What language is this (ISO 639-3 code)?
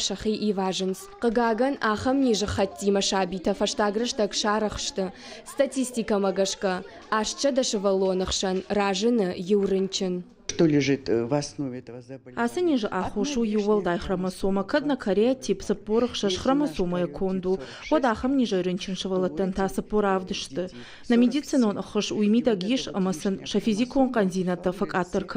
oss